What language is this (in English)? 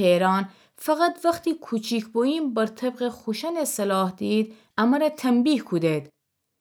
Gilaki